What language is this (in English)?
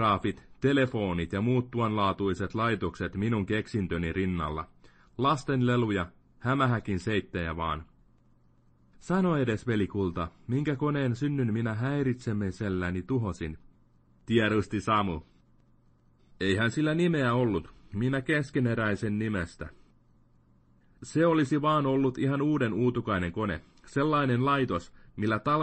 Finnish